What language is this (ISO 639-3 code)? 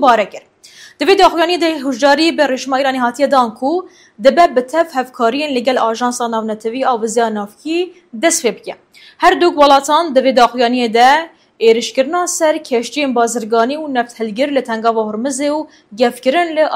kur